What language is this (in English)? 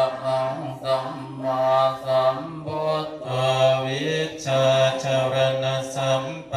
Pali